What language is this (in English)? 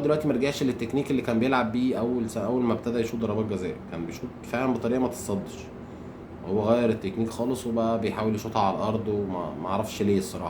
Egyptian Arabic